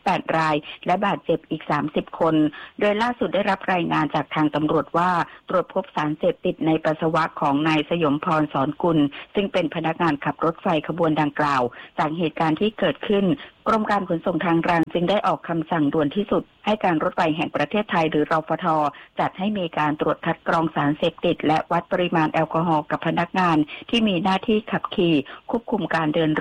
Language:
Thai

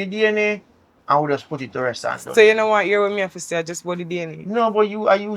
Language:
Jamaican Creole English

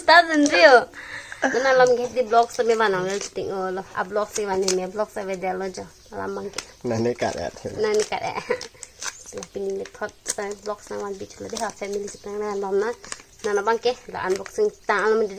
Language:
Karbi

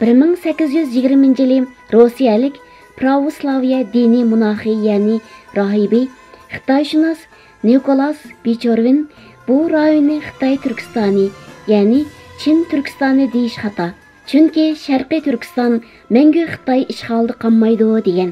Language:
Uyghur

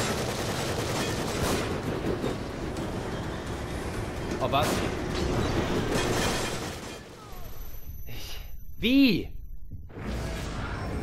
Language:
German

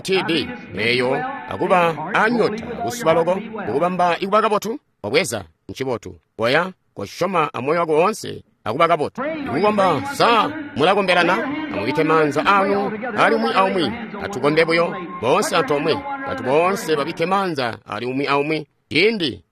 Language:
Tonga (Zambia)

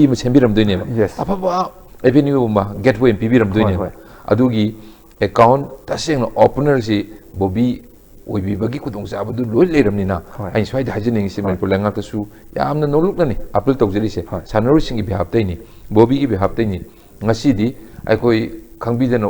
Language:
Manipuri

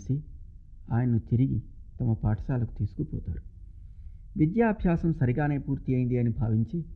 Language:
Telugu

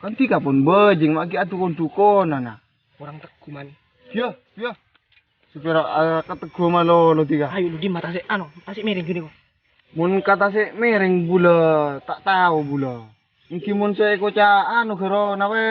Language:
Madurese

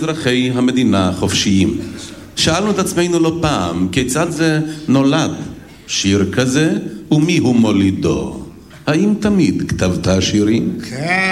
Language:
Hebrew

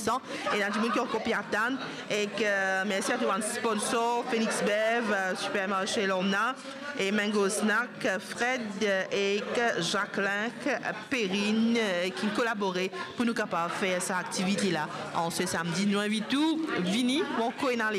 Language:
Morisyen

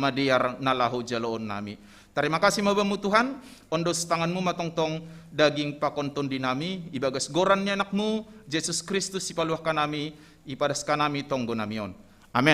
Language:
Batak Simalungun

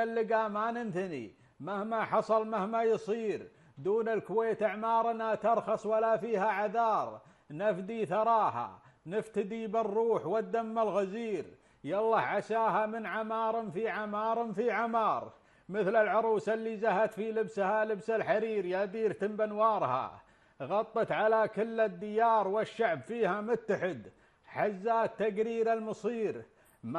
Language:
Gulf Arabic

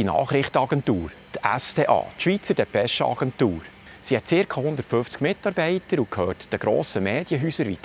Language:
Swiss German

